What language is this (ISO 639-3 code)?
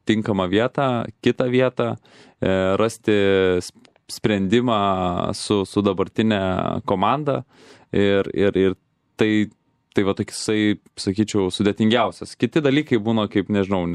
lit